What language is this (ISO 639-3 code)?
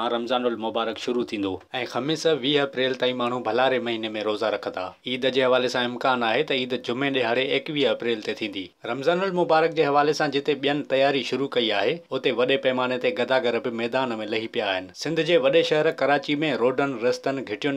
snd